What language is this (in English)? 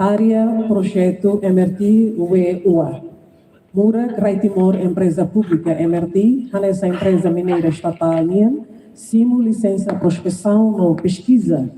Tetum